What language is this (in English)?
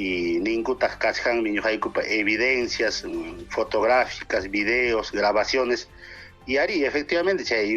Ayacucho Quechua